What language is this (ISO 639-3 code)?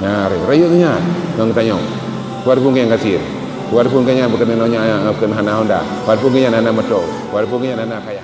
ace